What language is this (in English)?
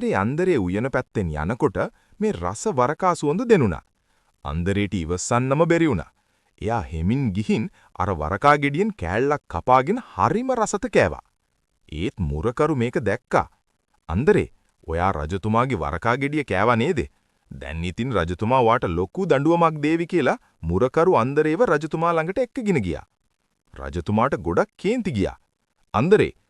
Sinhala